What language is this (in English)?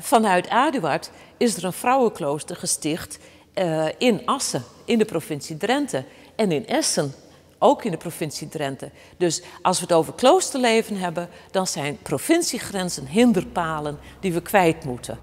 Western Frisian